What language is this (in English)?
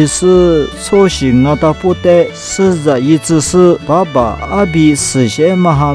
Lisu